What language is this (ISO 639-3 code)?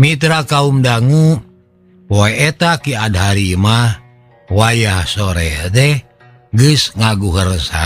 sun